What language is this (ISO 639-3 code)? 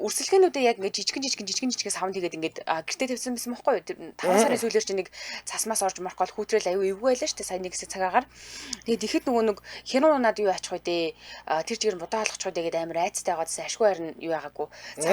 mon